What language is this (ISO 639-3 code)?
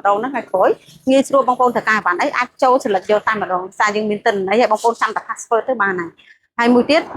khm